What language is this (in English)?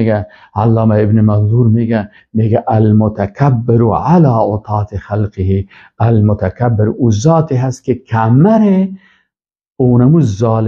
Persian